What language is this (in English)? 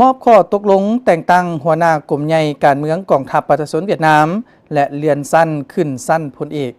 Lao